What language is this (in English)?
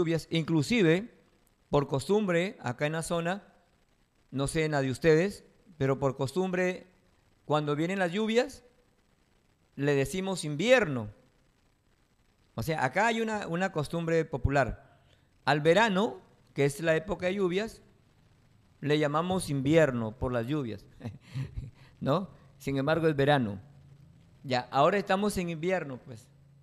Spanish